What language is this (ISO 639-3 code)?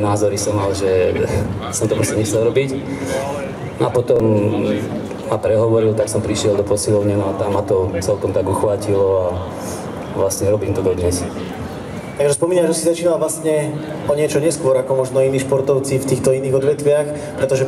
slk